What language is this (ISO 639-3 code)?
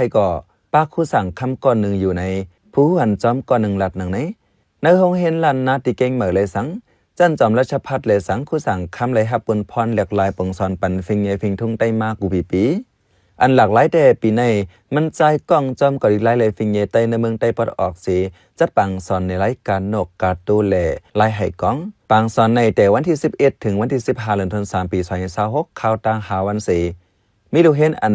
shn